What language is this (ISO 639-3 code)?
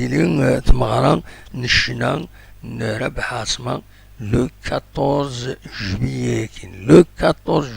kab